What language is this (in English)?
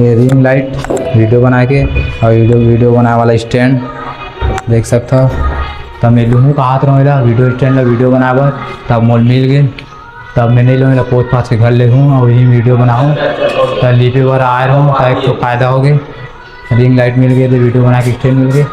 Chhattisgarhi